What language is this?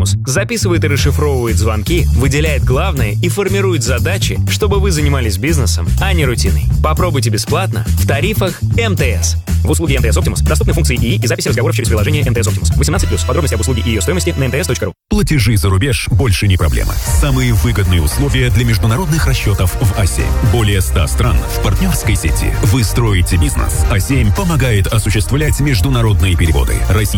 Russian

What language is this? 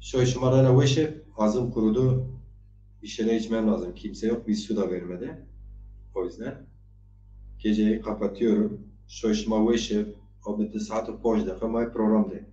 Zaza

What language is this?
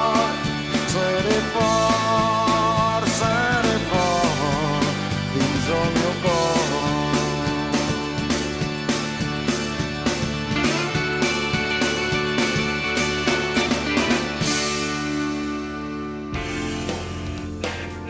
Catalan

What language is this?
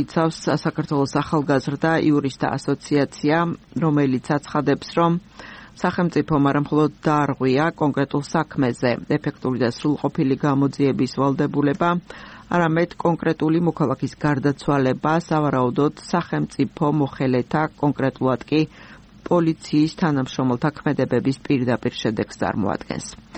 Georgian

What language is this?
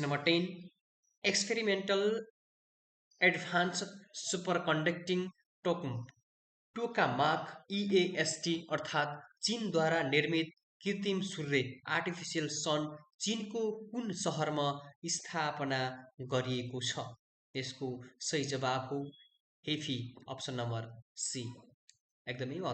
Nepali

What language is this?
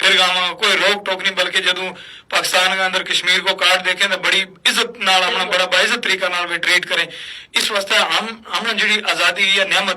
Gujari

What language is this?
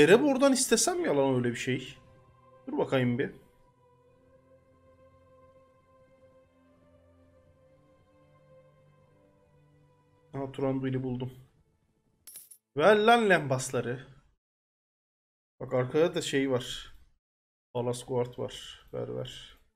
Turkish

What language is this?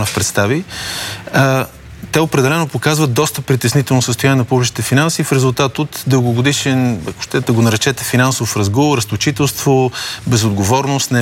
Bulgarian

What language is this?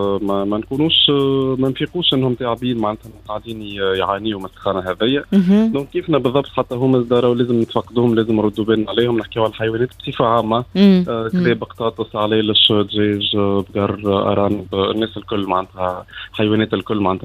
Tunisian Arabic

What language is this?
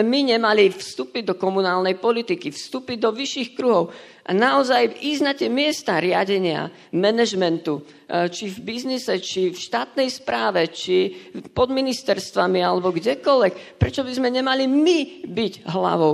Slovak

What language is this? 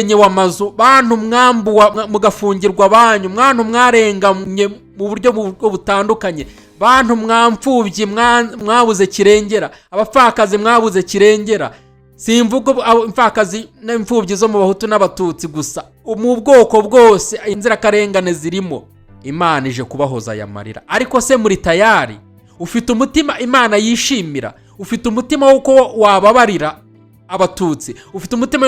Kinyarwanda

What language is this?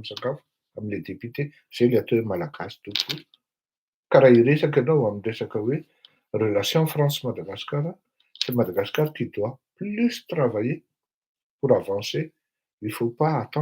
Malagasy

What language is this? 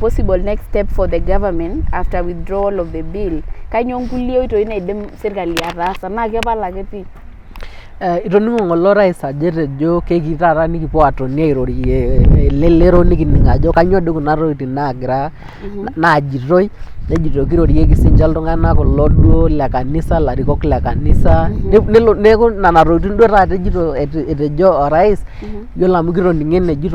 Masai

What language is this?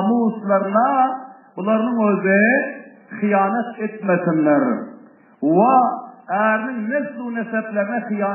Turkmen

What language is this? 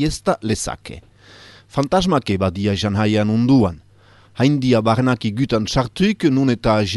Basque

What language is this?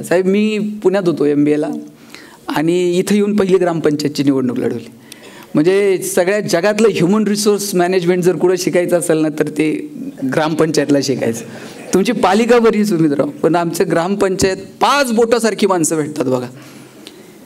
Marathi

